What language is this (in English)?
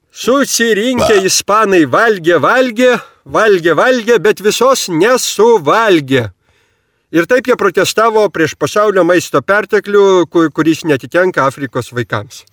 Lithuanian